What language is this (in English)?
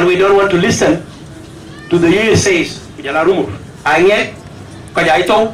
Dinka